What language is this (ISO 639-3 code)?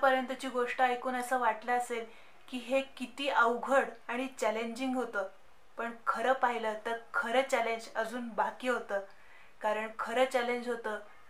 mar